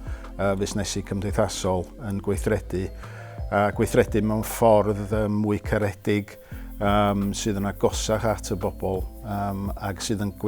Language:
Welsh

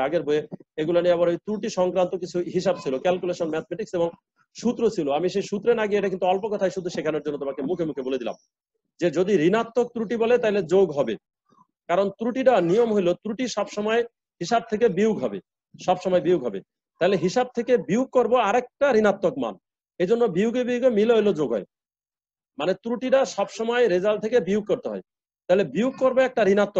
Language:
Bangla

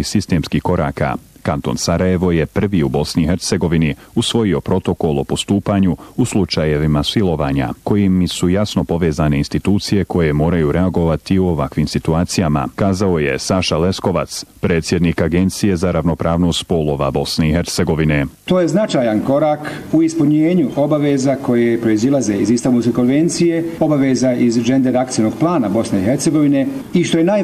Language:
Bosnian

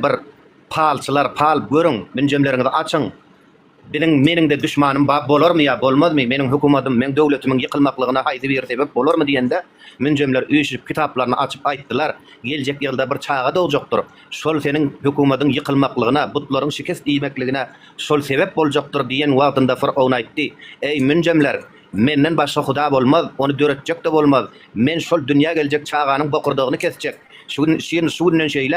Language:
Turkmen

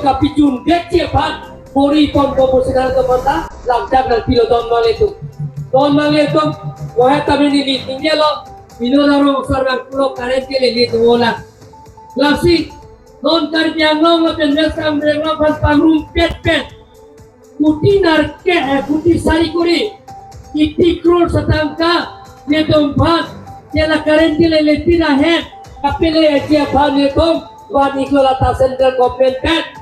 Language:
Karbi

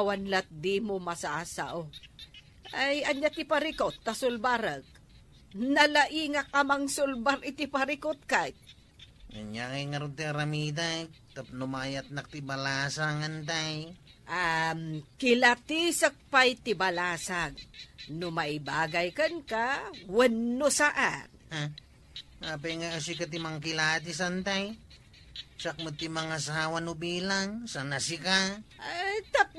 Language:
Iloko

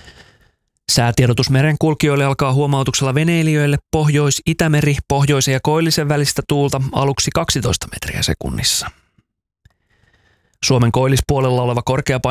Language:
Finnish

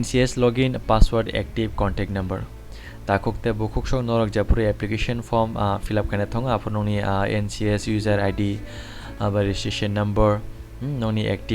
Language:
Kok Borok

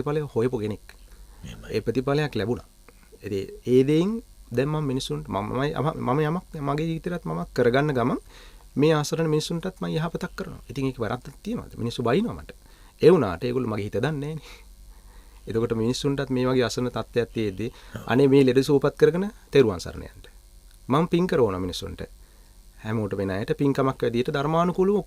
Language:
Sinhala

